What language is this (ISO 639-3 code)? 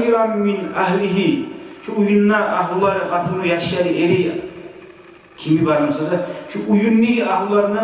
kum